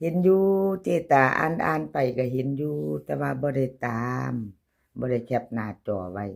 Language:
Northeastern Thai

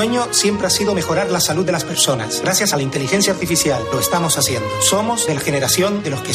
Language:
Spanish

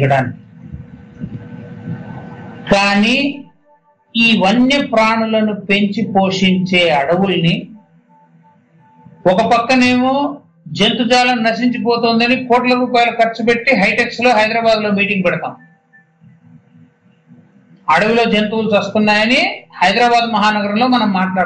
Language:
Telugu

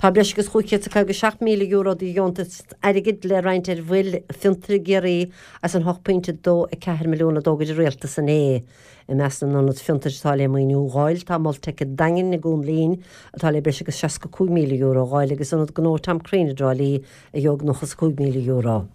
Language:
Irish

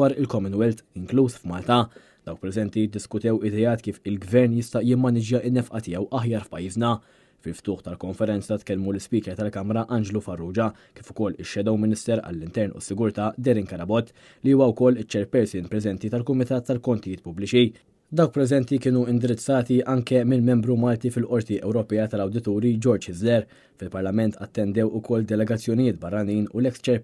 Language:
Maltese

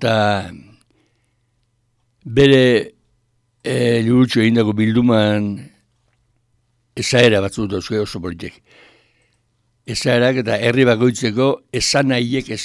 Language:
Basque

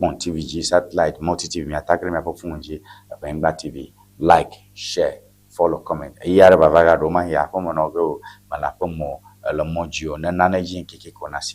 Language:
Ewe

